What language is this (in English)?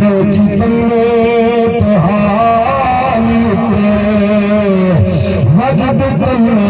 Saraiki